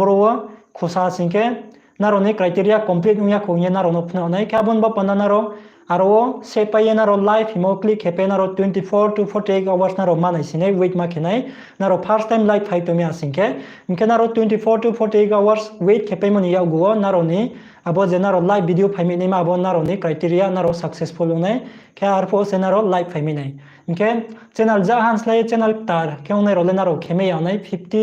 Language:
Riang (India)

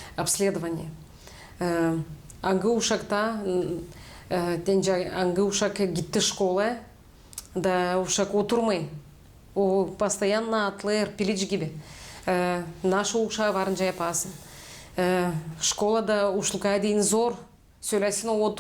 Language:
Gagauz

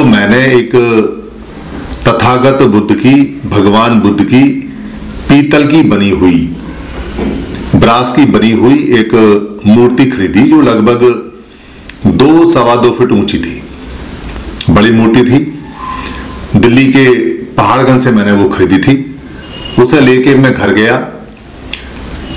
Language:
Hindi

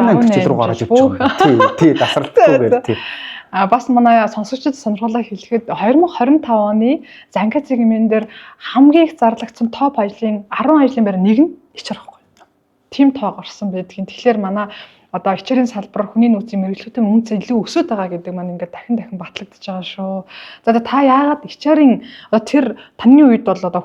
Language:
Mongolian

